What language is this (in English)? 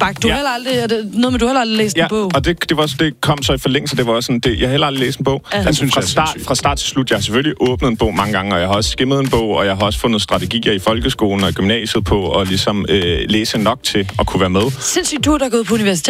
Danish